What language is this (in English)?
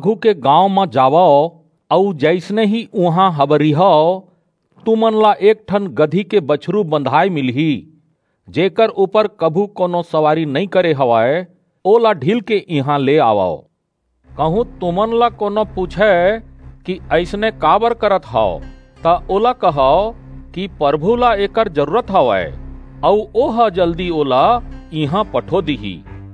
Chhattisgarhi